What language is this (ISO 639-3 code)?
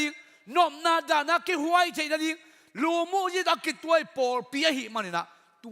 ctd